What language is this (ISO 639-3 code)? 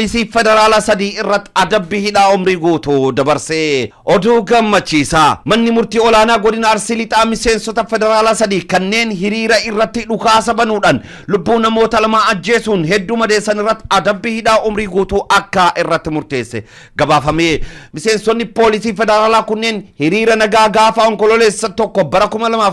orm